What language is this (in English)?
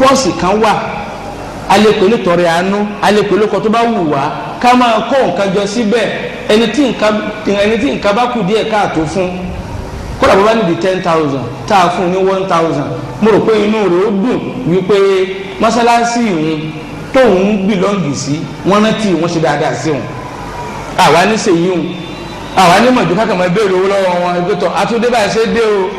Yoruba